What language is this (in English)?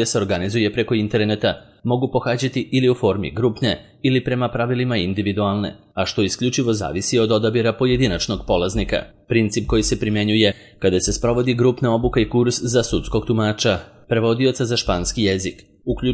Serbian